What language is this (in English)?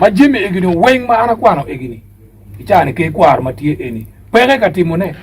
Acoli